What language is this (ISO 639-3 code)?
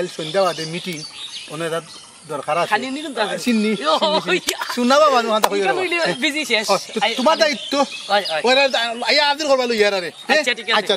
syl